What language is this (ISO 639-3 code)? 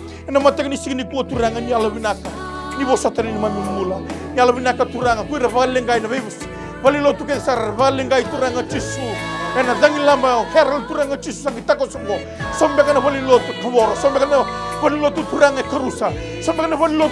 fij